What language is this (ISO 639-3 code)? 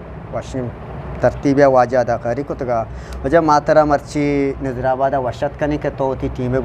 bgp